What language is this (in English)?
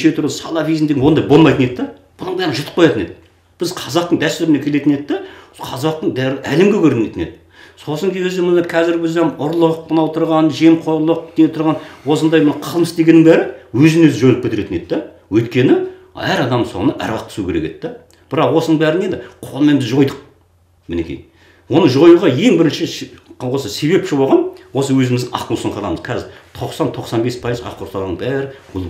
Kazakh